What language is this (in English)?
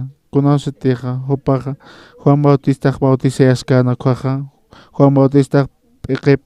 Aymara